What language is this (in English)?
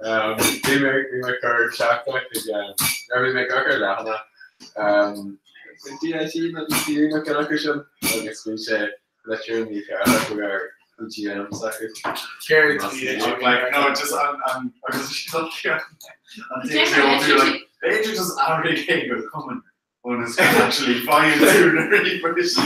Irish